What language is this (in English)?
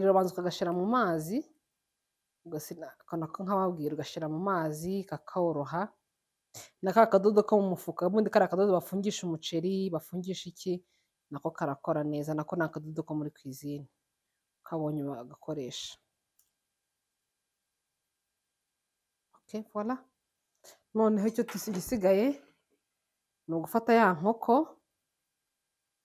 Kinyarwanda